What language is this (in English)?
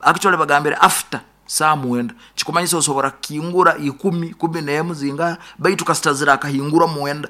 Nyankole